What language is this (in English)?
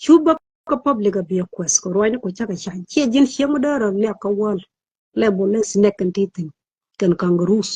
Nuer